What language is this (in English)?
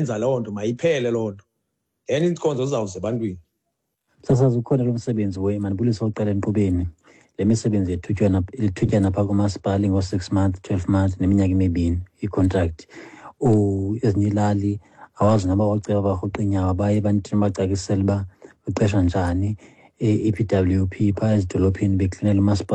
Xhosa